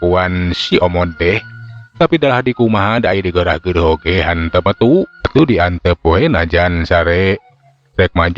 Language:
Sundanese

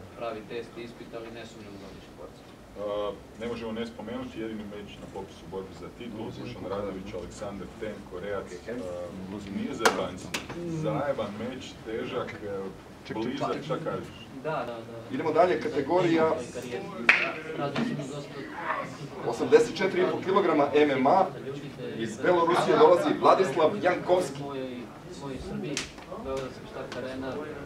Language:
Serbian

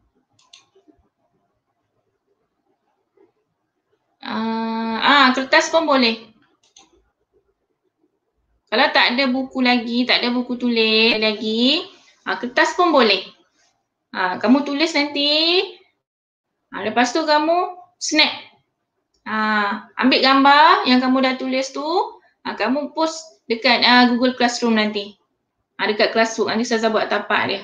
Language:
Malay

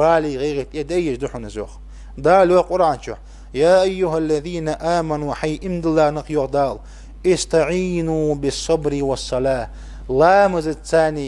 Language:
Ingush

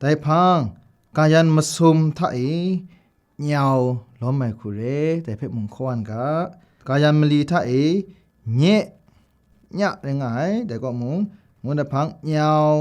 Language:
Kachin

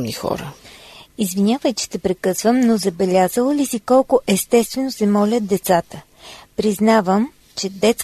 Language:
Bulgarian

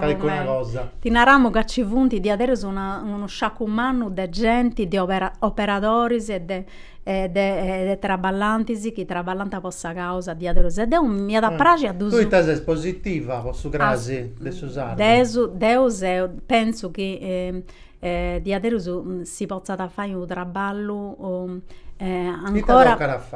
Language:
Sardinian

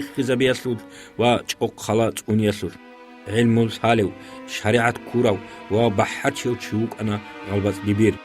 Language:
Avaric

